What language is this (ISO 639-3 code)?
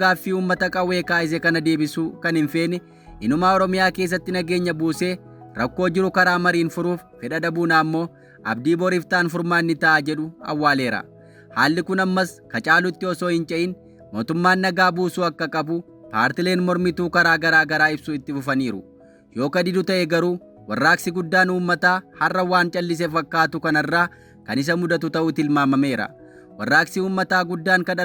orm